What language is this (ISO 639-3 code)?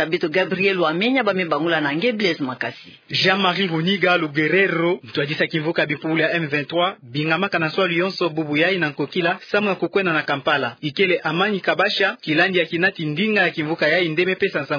ktu